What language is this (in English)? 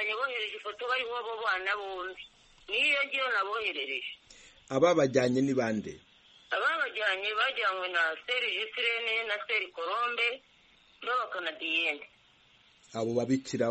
Kinyarwanda